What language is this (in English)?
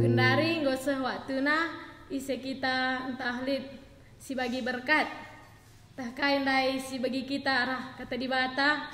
Batak Karo